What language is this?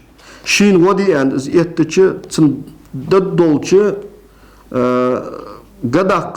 Ingush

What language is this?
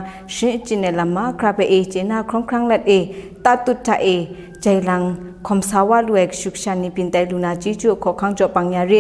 Kachin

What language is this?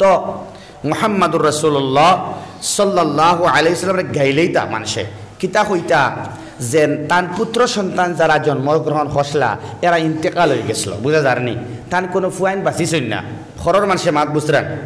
Sylheti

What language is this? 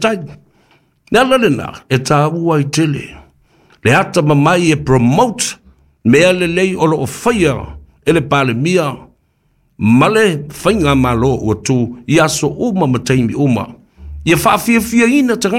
Samoan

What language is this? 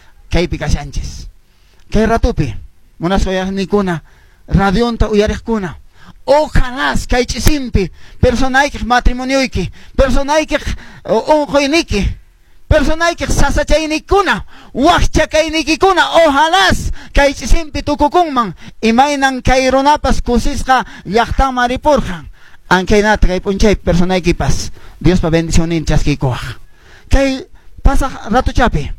Quechua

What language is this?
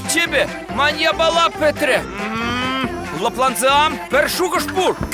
Chuvash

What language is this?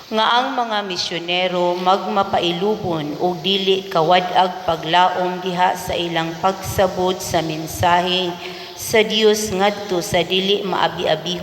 Cebuano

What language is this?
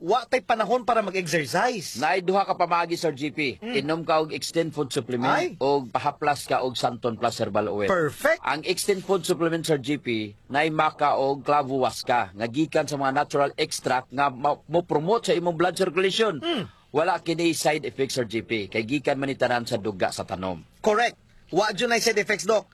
Cebuano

